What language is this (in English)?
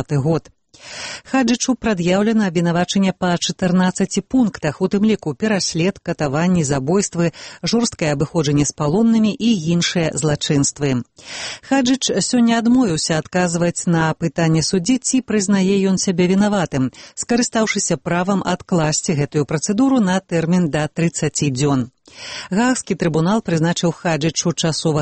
Belarusian